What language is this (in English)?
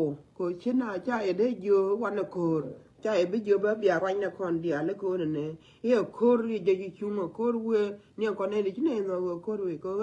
Nuer